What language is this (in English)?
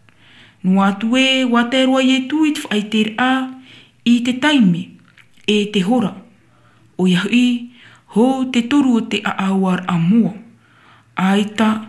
Tahitian